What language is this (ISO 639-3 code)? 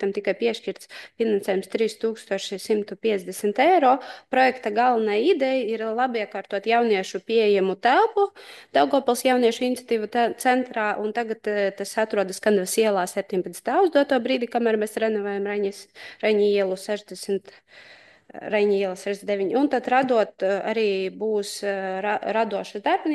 lav